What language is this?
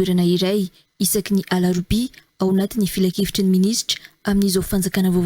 Malagasy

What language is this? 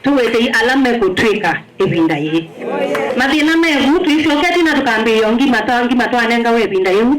Kamba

